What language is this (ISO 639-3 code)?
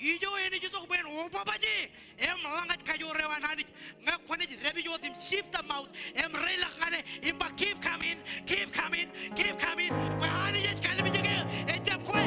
mah